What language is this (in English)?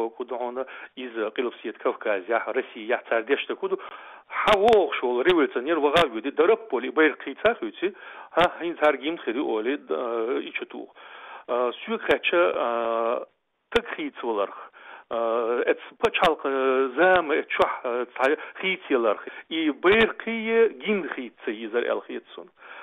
Chechen